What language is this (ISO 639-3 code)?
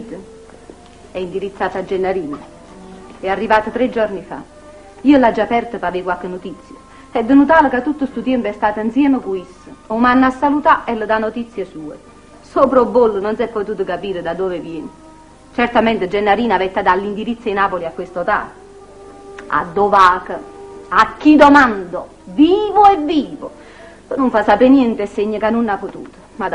nap